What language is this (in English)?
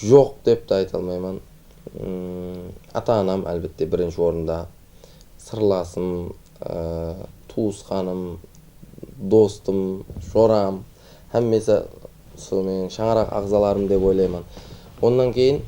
Kara-Kalpak